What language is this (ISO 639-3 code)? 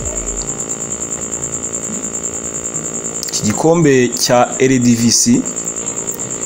kin